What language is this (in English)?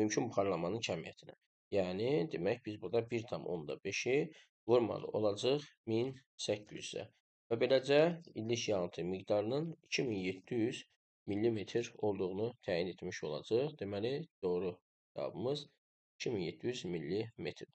Azerbaijani